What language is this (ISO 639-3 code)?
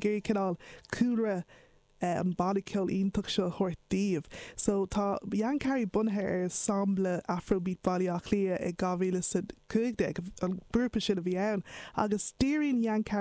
gle